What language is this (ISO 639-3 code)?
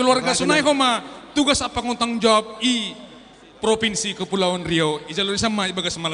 bts